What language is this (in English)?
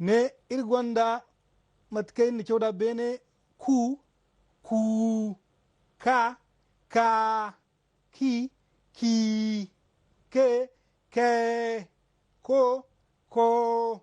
Zarma